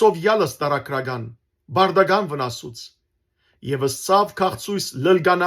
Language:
Western Armenian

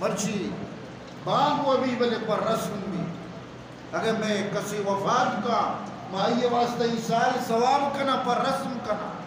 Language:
Eastern Balochi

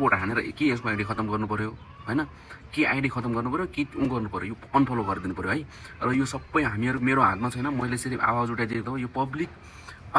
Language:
Nepali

